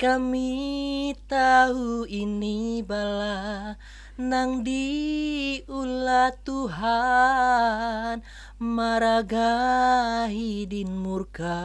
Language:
Banjar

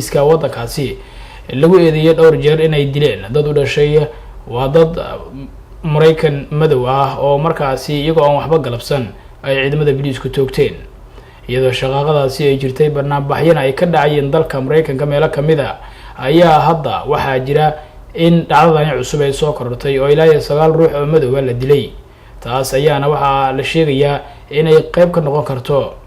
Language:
Somali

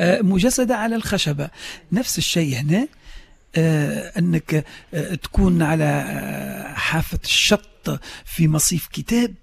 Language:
Tunisian Arabic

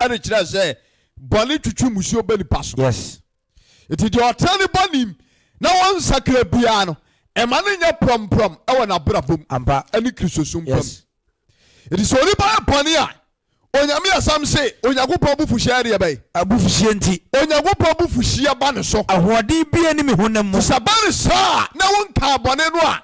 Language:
Akan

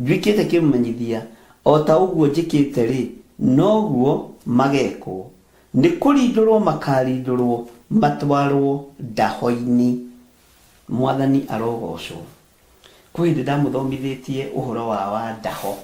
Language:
Kikuyu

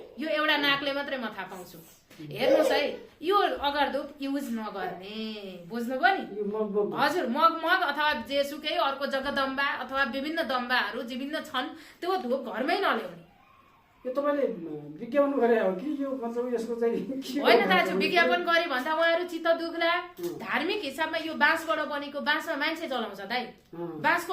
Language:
Nepali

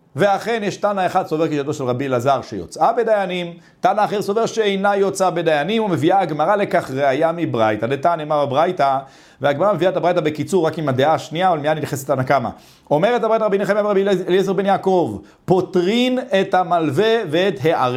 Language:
Hebrew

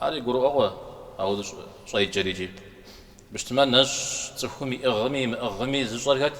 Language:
Kabardian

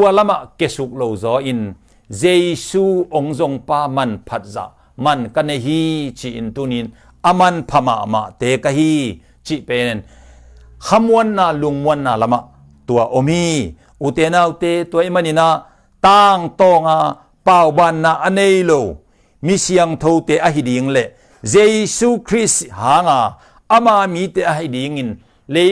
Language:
Tedim Chin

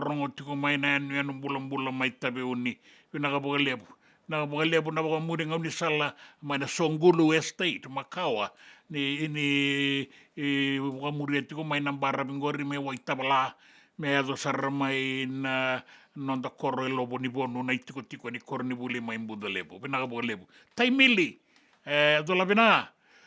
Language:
Fijian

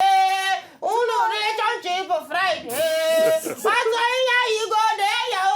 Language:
Nigerian Pidgin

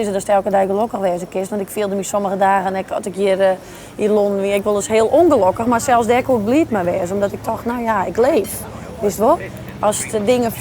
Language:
Western Frisian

